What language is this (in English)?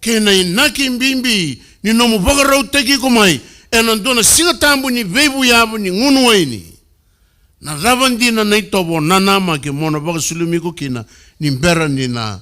Fijian